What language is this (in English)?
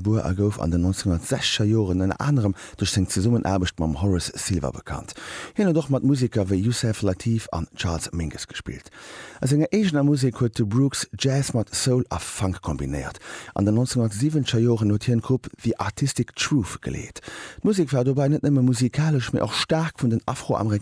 Luxembourgish